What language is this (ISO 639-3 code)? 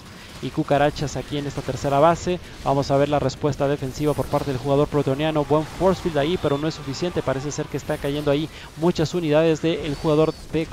spa